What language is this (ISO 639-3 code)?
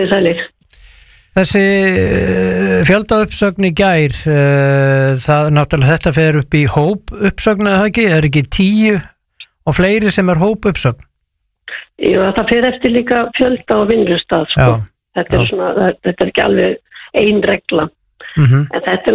isl